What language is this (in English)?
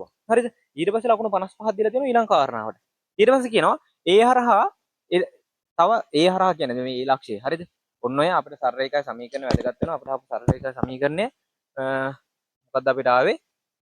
Sinhala